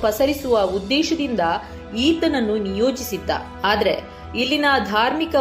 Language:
Kannada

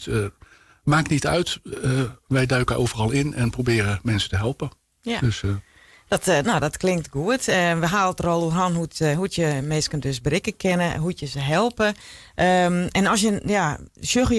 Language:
Western Frisian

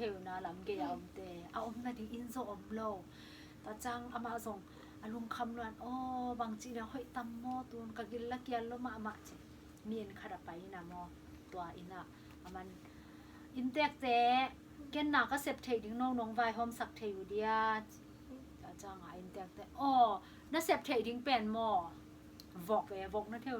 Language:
Tedim Chin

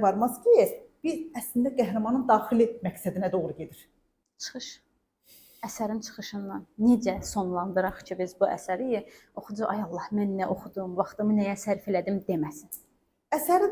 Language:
Azerbaijani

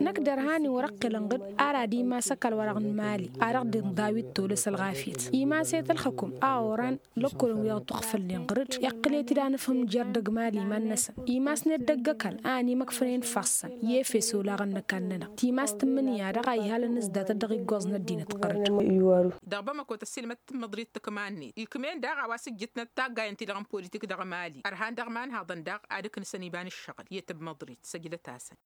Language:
Tamasheq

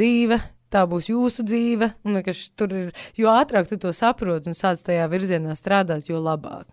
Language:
Latvian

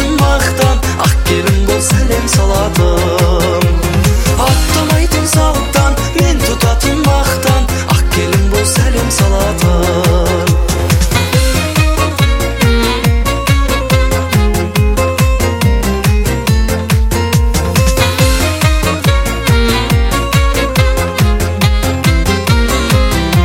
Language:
Kazakh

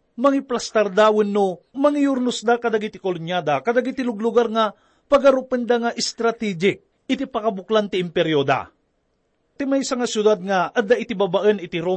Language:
Iloko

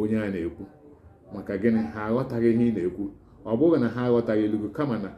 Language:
Igbo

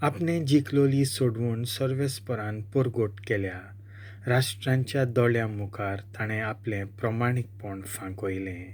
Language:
Konkani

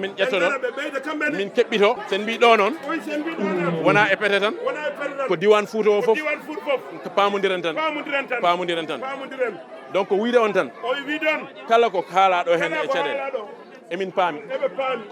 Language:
Fula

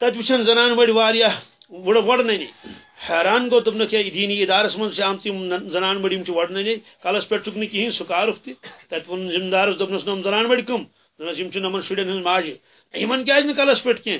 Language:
Kashmiri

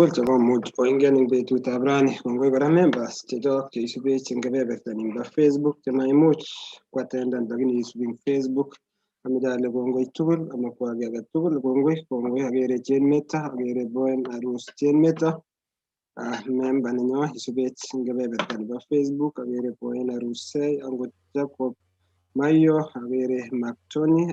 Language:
Kalenjin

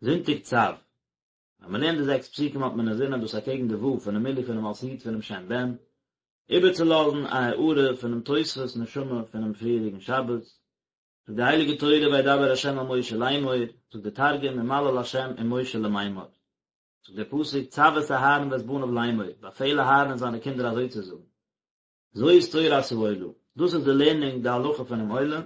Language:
Yiddish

